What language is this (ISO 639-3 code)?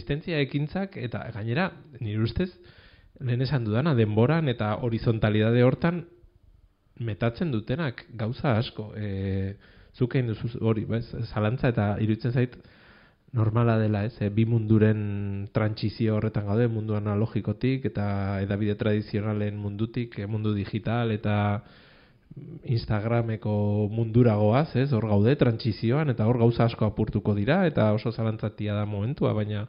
eus